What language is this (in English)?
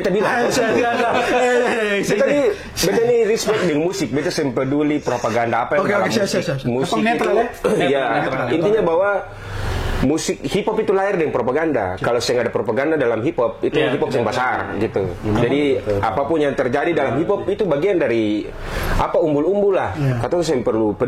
Ambonese Malay